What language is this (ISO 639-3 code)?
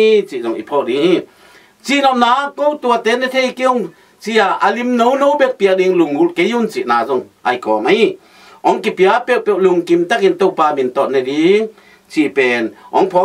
ctd